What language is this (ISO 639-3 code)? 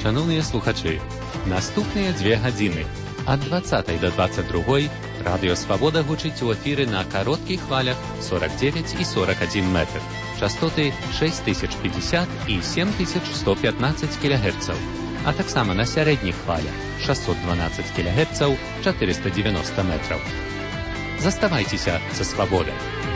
bel